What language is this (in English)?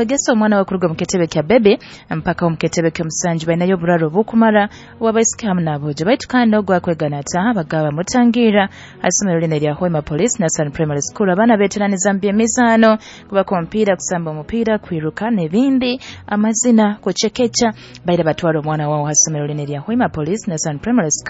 Nyoro